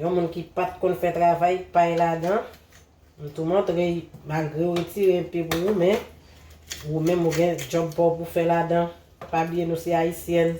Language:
Haitian Creole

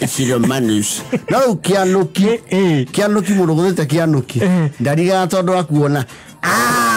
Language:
Kikuyu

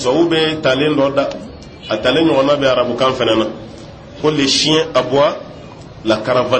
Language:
Bambara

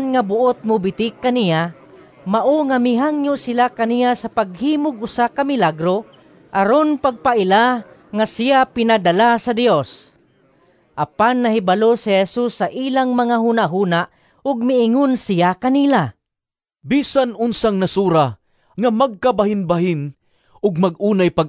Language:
Cebuano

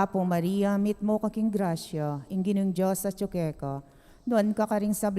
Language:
Pampanga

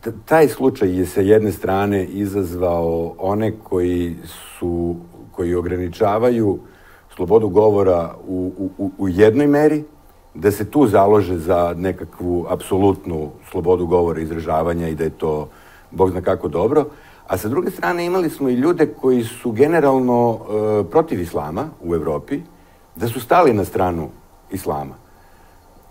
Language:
Serbian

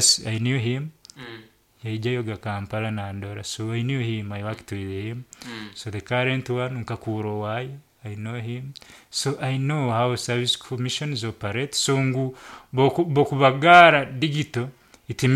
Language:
Nyankole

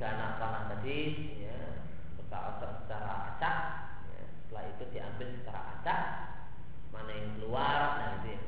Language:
Indonesian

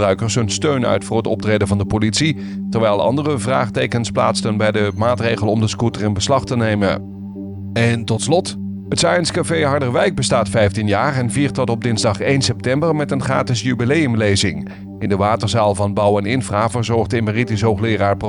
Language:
Dutch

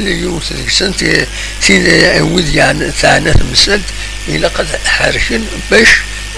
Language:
Kabyle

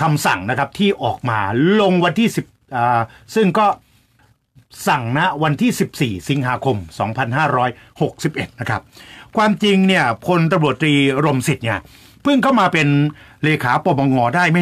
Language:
Thai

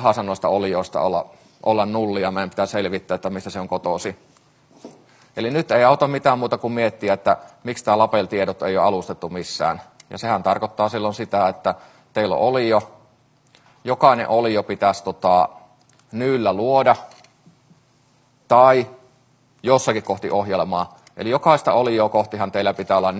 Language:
Finnish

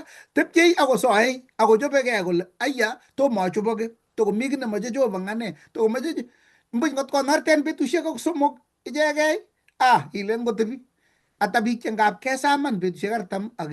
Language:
Kalenjin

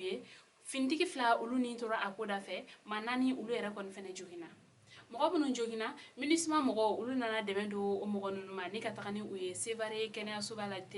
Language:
Bambara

